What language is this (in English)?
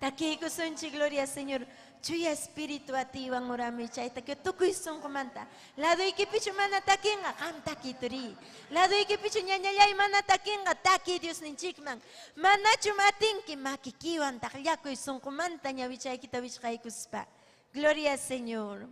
Ayacucho Quechua